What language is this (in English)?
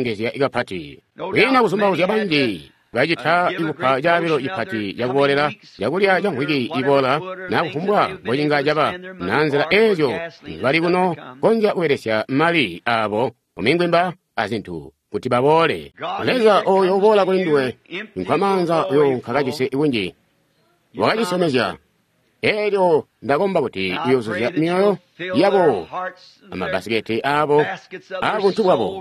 Tonga (Zambia)